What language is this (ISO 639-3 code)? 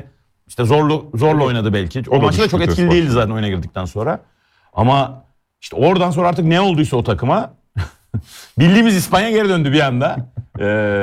tur